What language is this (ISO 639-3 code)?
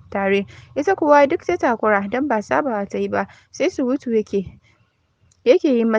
hau